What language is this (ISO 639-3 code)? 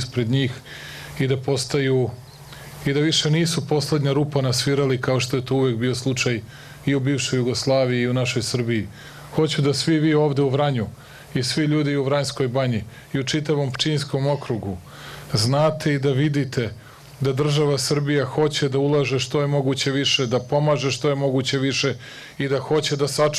srp